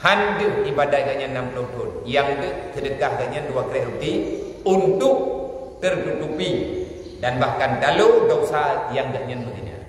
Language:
Achinese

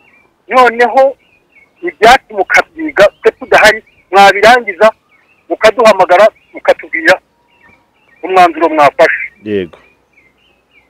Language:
Kinyarwanda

